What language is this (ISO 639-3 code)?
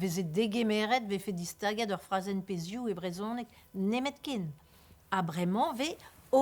bre